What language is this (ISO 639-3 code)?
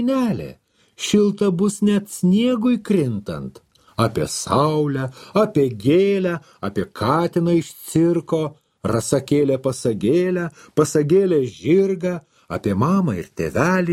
lit